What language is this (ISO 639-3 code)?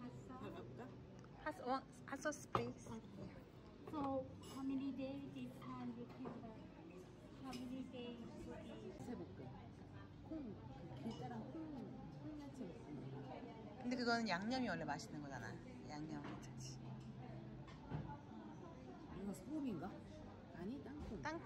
kor